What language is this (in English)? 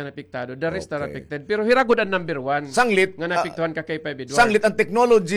Waray